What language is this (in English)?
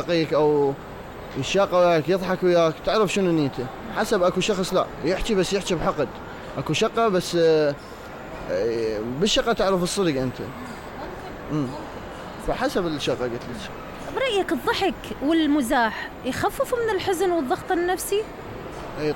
Mesopotamian Arabic